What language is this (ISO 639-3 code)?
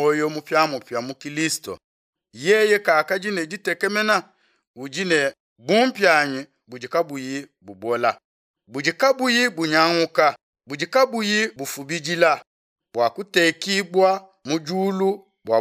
lua